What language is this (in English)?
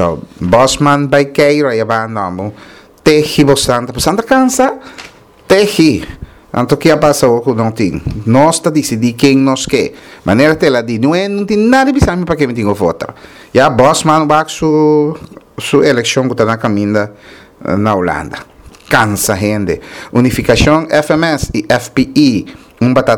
Papiamento